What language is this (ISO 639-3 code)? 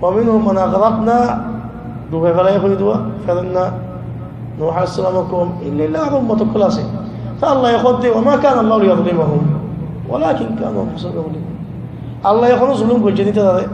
rhg